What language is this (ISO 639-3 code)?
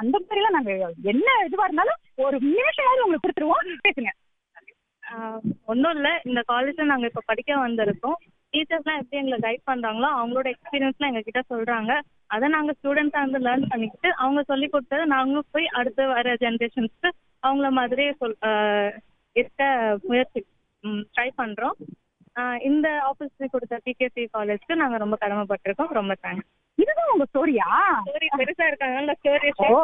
tam